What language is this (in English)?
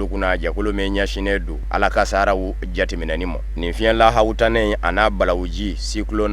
Bambara